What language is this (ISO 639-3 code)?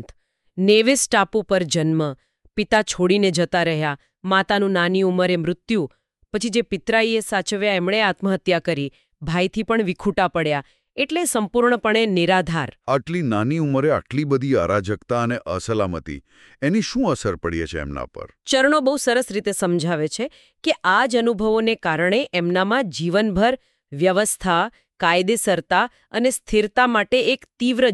guj